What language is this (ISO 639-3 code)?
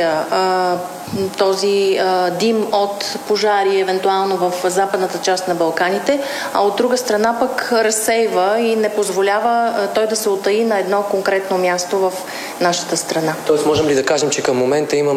bul